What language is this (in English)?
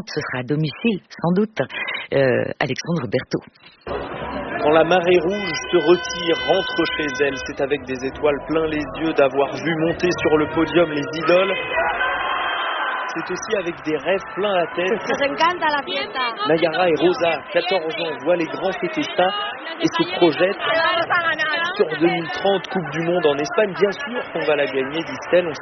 French